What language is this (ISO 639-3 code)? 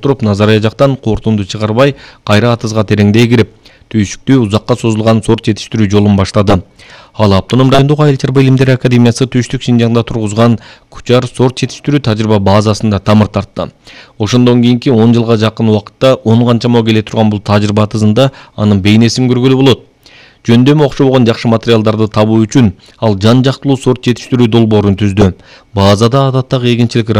kir